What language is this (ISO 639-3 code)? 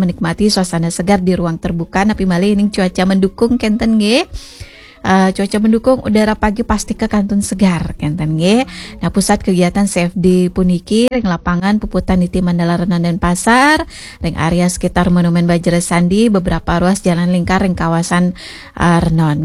ban